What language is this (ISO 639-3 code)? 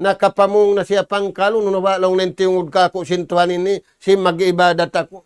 tsg